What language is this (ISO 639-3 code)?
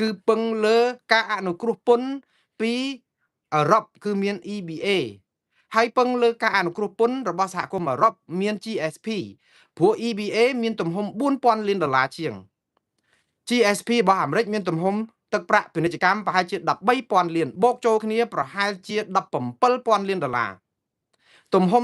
khm